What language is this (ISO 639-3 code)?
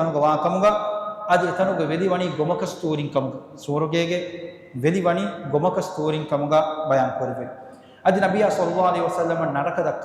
div